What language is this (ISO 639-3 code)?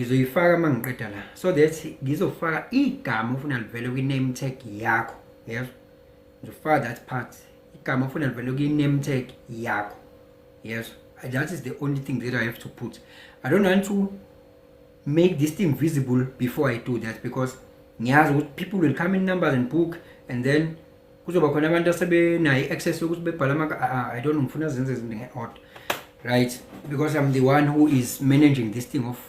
zul